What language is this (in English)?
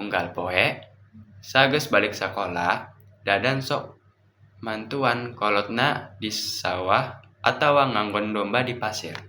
Sundanese